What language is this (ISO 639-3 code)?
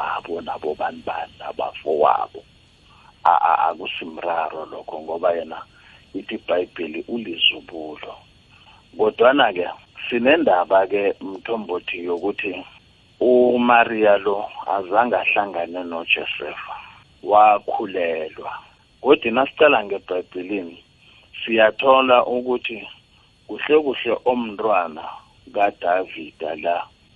nbl